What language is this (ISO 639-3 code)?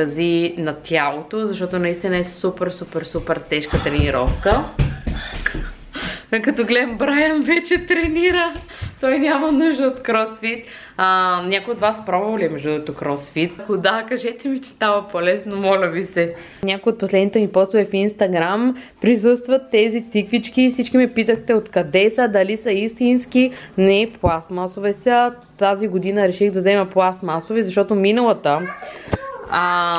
bul